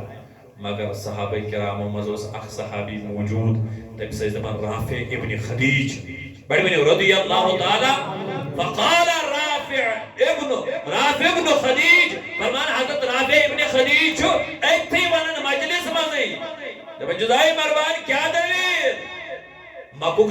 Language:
Kashmiri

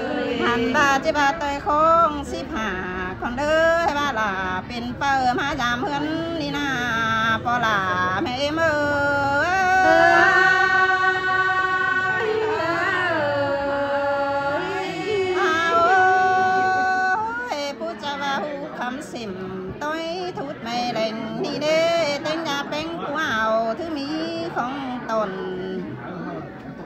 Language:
Vietnamese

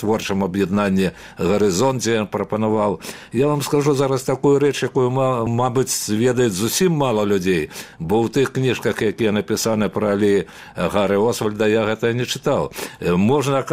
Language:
Belarusian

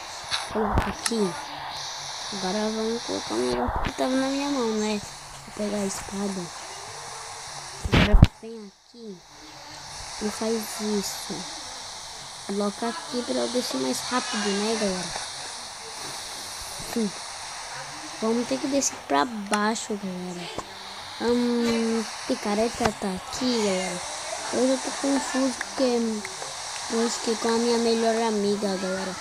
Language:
Portuguese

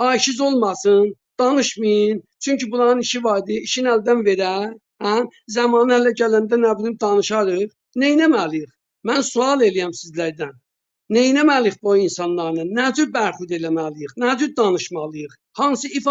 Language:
South Azerbaijani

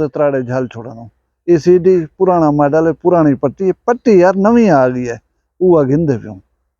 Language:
Saraiki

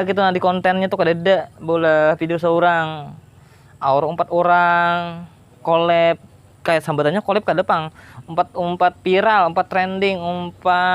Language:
Banjar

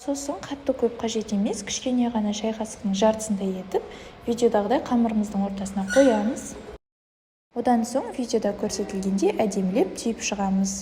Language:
Kazakh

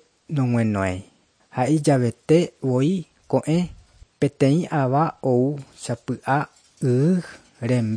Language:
Guarani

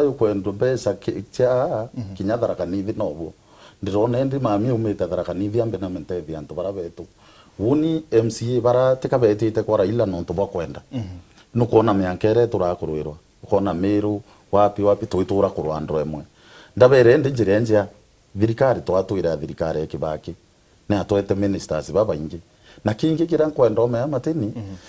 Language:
Meru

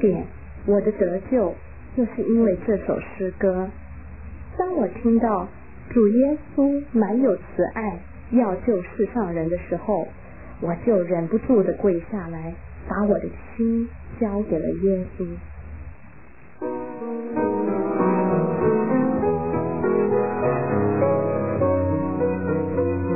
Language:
Chinese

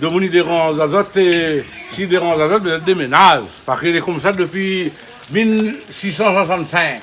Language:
Réunion Creole French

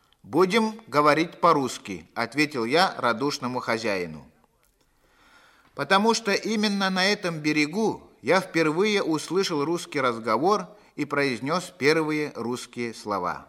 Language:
Russian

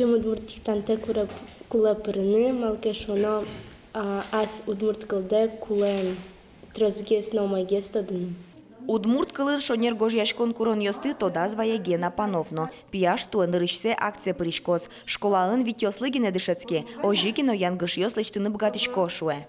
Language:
Udmurt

